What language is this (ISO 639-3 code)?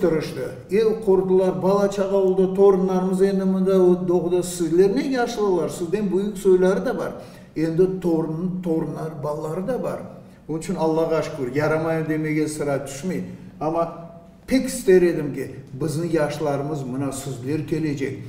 crh